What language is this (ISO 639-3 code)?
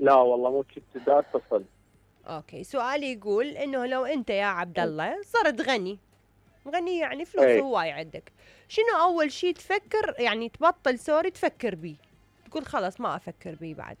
acm